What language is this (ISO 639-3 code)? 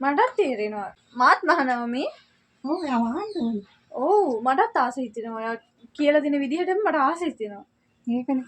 sin